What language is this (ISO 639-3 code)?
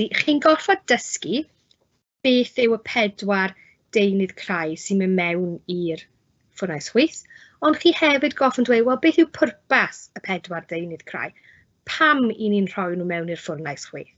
cym